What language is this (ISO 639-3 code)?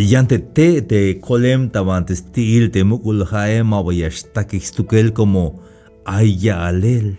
tzh